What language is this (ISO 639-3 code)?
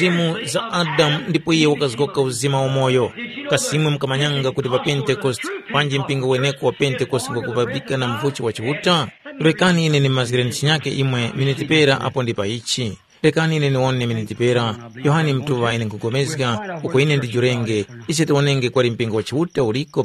tum